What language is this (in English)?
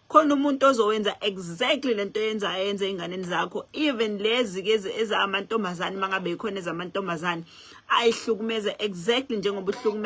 Zulu